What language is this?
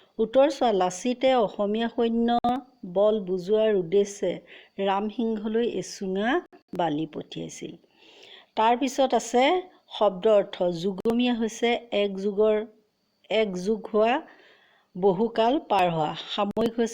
Assamese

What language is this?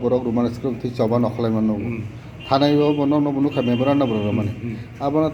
Kok Borok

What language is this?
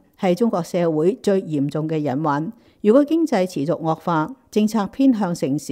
Cantonese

